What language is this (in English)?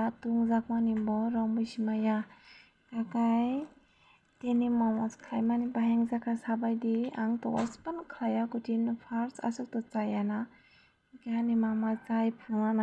Kok Borok